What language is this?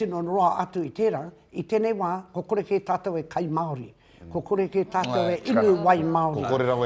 Māori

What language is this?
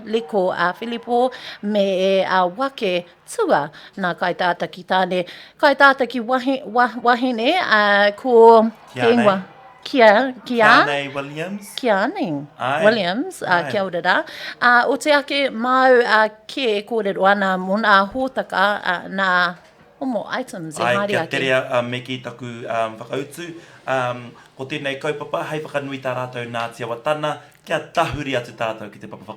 Māori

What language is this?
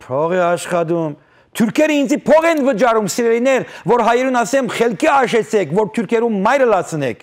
Western Armenian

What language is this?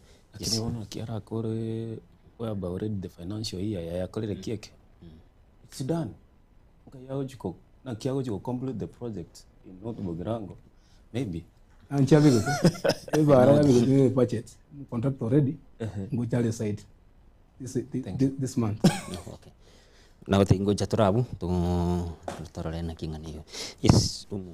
Gusii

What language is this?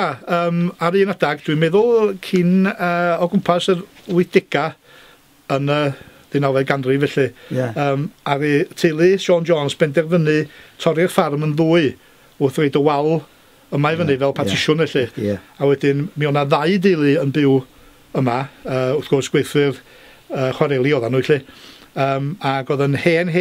Welsh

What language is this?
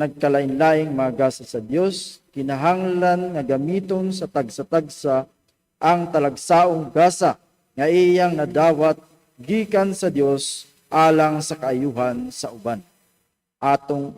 Cebuano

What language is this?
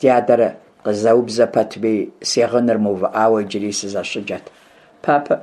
Kabardian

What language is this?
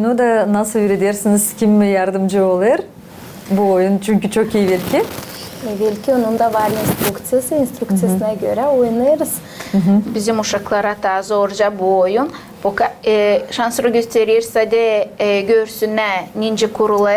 Gagauz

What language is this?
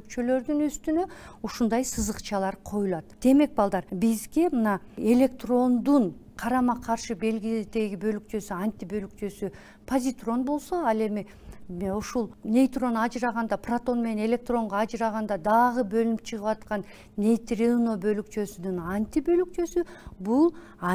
Kyrgyz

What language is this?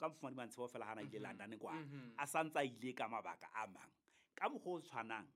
Southern Sotho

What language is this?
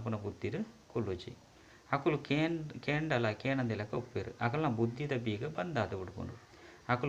Tulu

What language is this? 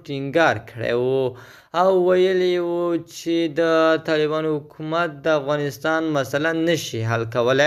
Pashto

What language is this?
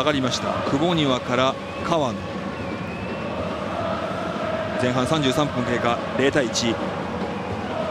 Japanese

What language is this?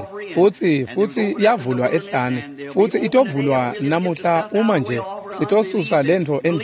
Swati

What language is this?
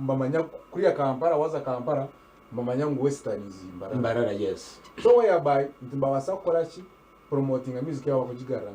Nyankole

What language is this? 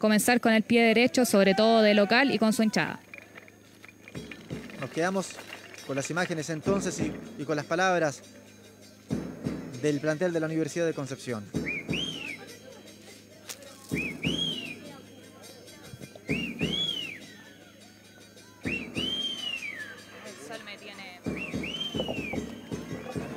Spanish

